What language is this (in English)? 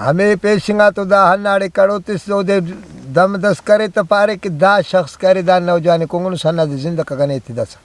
Brahui